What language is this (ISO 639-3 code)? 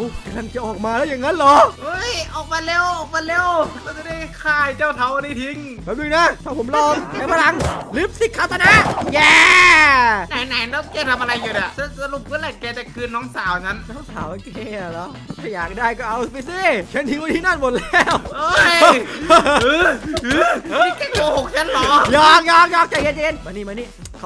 tha